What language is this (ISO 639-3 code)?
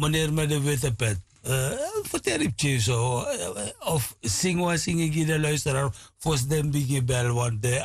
srn